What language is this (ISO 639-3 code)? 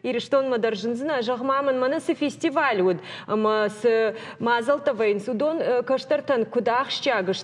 oss